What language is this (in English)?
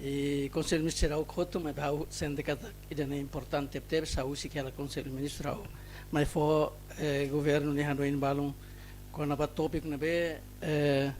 Tetum